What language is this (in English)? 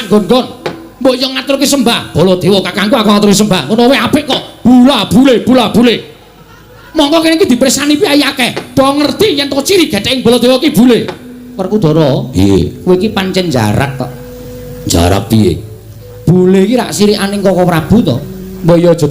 Javanese